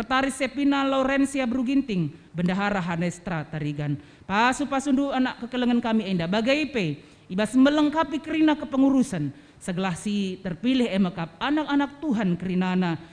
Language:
Batak Karo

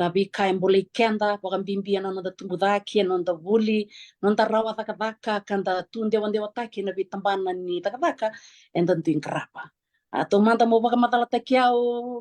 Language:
Fijian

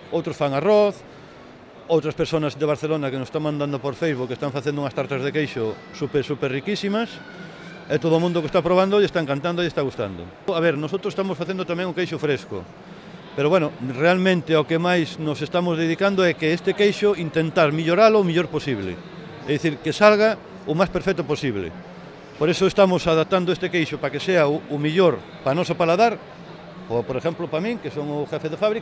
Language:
Galician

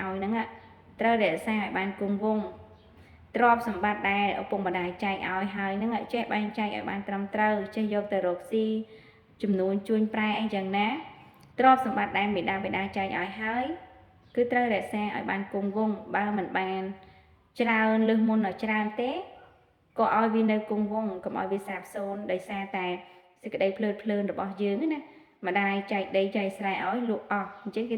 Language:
Khmer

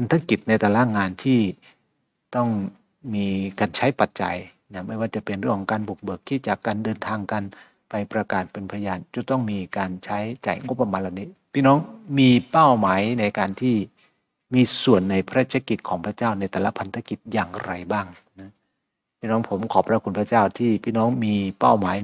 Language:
Thai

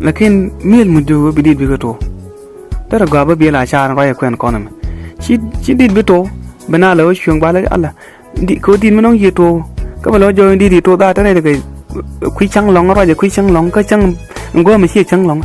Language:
Nuer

